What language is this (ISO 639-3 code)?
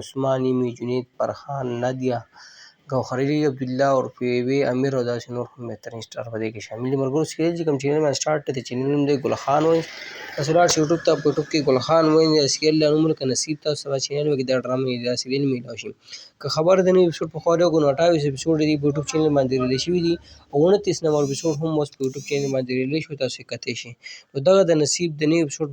pus